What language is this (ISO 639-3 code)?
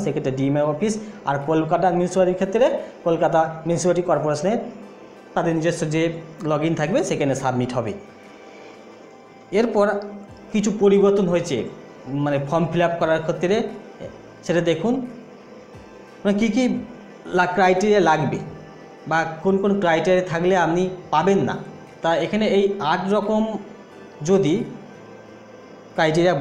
ben